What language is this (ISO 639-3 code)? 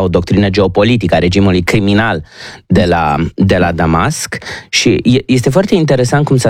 ron